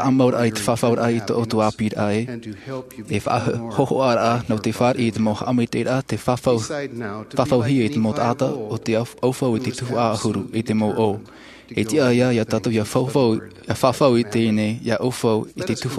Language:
Tahitian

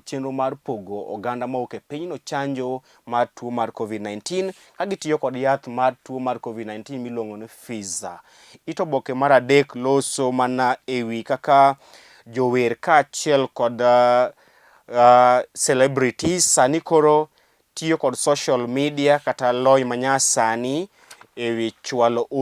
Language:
Luo (Kenya and Tanzania)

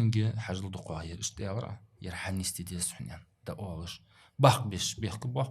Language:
Ingush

